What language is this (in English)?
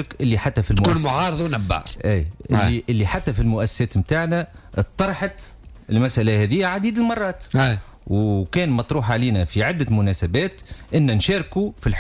Tunisian Arabic